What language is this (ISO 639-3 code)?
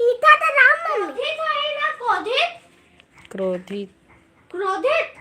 hne